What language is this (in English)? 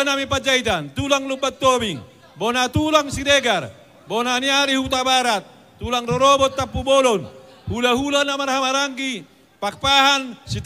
Batak Toba